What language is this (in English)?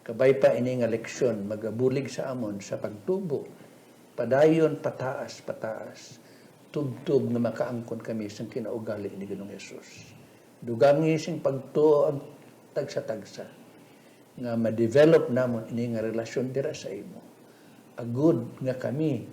Hiligaynon